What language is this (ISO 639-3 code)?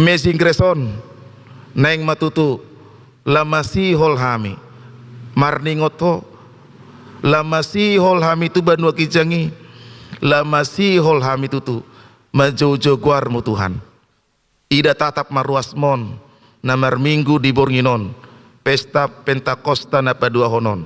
bbc